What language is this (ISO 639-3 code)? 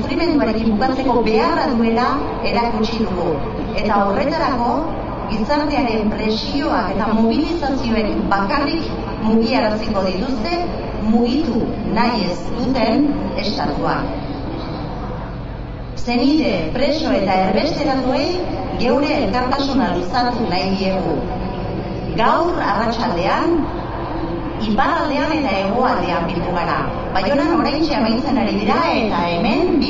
eus